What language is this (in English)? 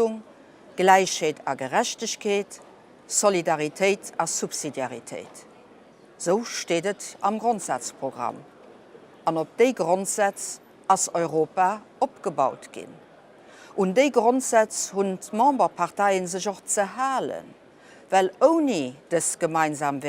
Luxembourgish